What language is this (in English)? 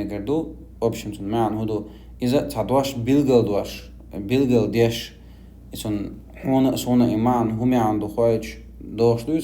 Chechen